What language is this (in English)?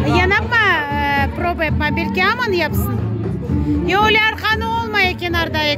Crimean Tatar